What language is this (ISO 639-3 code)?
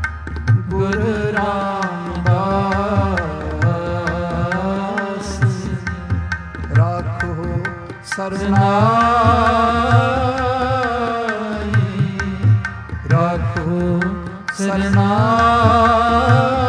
pan